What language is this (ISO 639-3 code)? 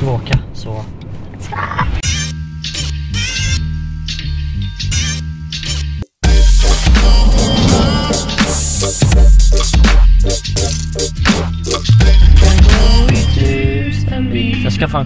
swe